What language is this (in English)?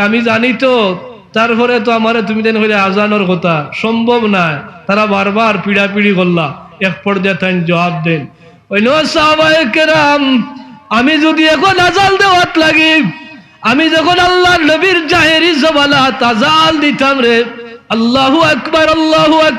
Sylheti